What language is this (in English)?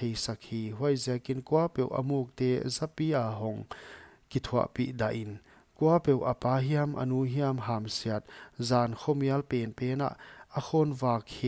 Paite Chin